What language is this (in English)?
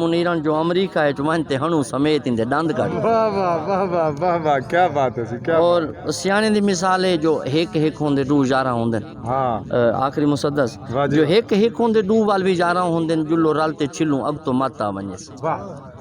Saraiki